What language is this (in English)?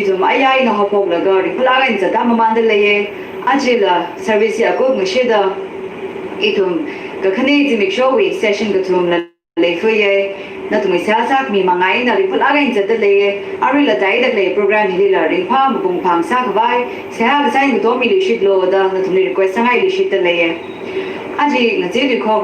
Tangkhul Naga (India)